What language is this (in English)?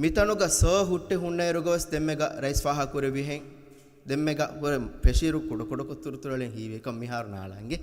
Divehi